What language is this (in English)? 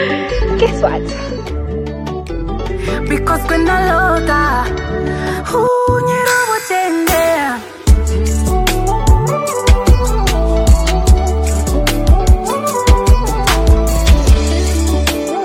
Kinyarwanda